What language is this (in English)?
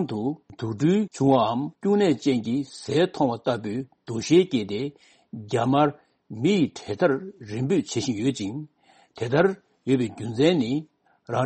Tibetan